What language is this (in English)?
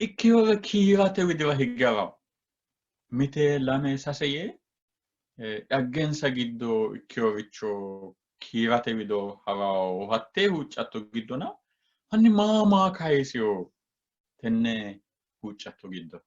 Sidamo